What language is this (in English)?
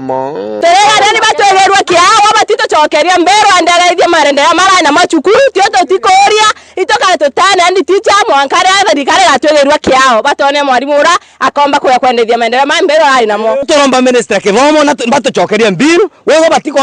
Meru